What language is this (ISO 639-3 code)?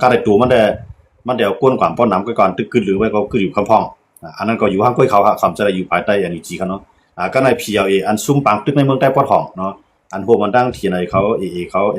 shn